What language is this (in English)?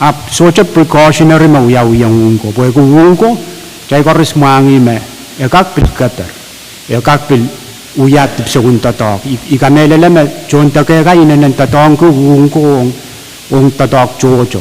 Pohnpeian